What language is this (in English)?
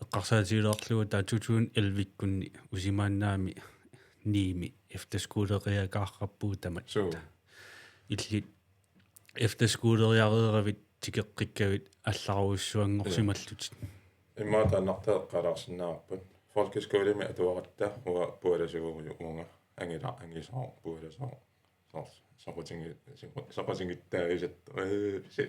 Kalaallisut